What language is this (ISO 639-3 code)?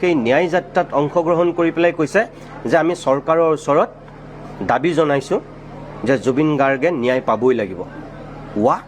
asm